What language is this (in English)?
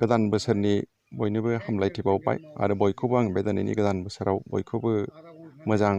Bodo